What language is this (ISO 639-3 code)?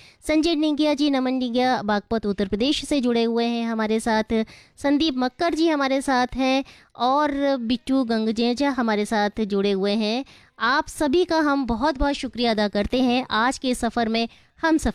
hin